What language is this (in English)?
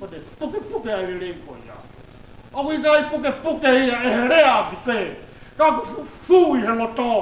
Tongan